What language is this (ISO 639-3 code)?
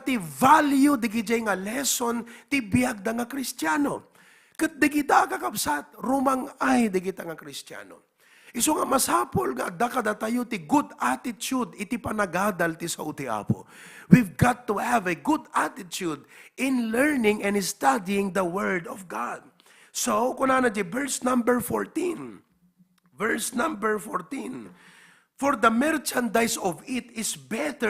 ilo